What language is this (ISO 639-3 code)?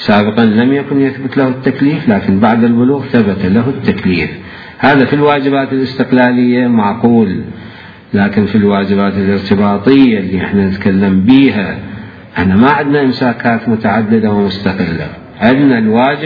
acm